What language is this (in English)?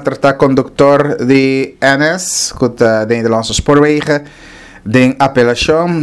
Papiamento